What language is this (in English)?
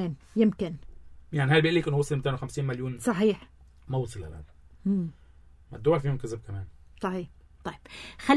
North Levantine Arabic